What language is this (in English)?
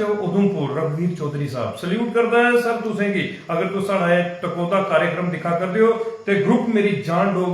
Dogri